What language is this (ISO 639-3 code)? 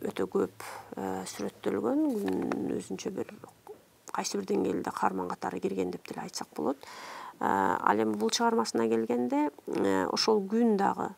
kir